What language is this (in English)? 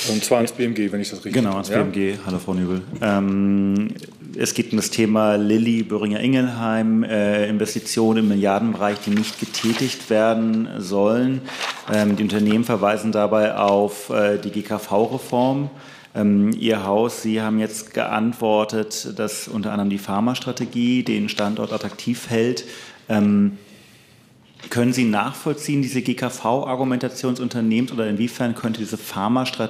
German